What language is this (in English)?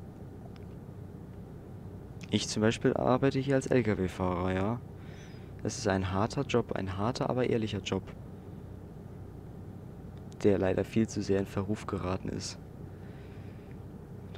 German